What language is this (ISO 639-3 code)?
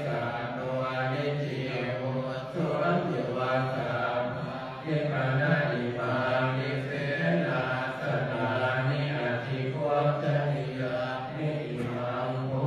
pli